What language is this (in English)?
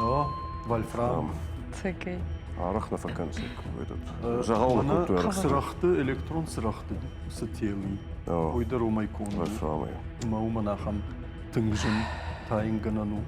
Ossetic